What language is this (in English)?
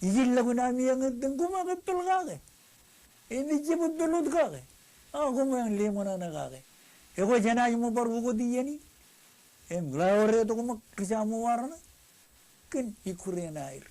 Marshallese